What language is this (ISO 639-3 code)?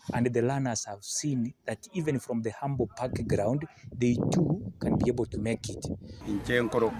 guz